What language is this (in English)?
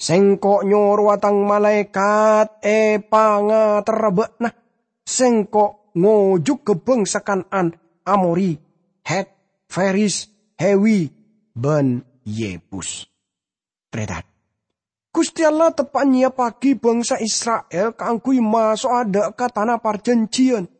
Madurese